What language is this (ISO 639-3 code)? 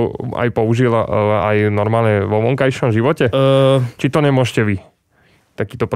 slk